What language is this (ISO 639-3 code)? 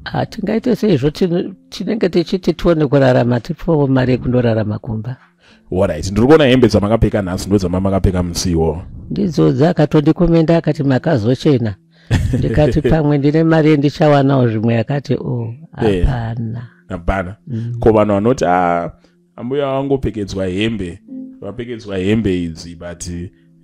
sna